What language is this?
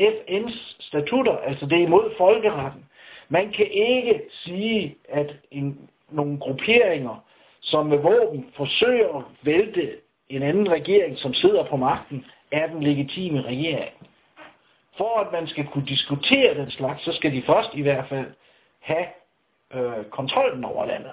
Danish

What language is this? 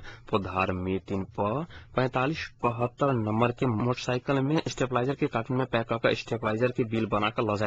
Maithili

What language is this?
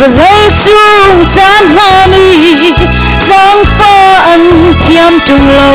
Hakha Chin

